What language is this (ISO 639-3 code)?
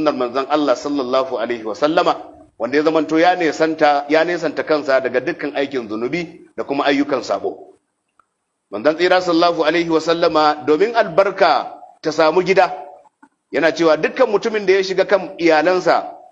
hau